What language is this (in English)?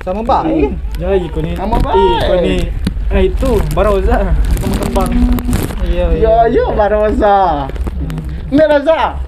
Musi